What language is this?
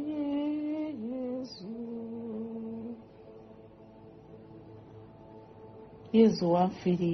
Kinyarwanda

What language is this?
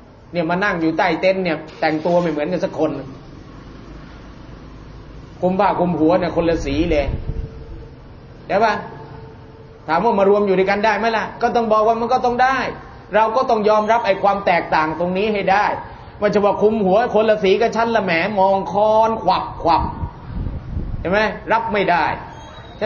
Thai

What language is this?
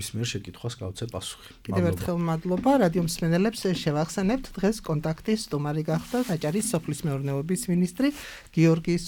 Georgian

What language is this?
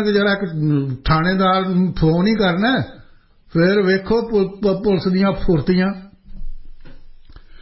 Punjabi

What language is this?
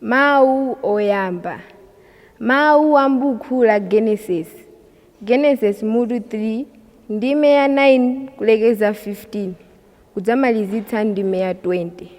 Nyanja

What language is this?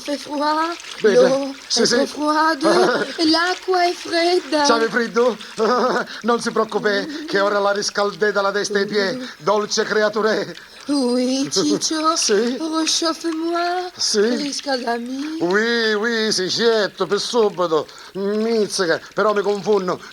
Sicilian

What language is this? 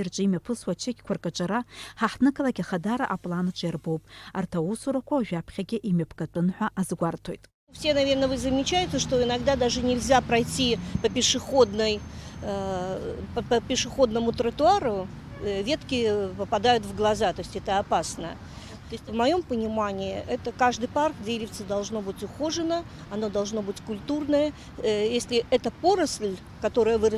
Abkhazian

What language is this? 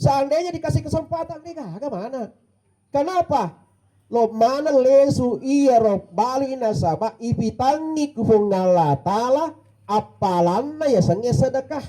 Buginese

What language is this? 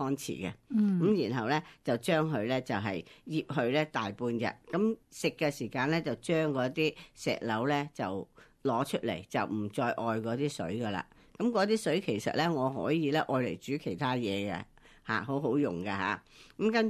Cantonese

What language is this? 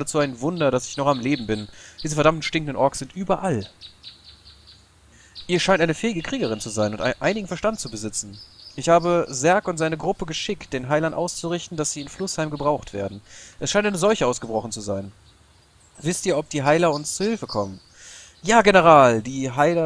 German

